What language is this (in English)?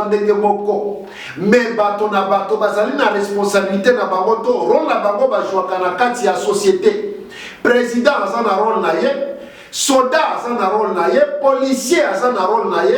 Lingala